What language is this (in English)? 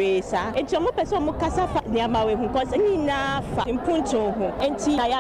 Akan